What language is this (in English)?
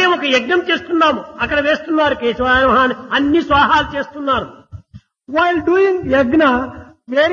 Telugu